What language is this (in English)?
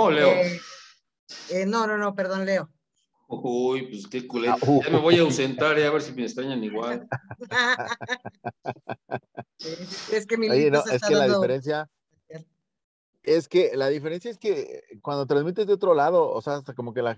Spanish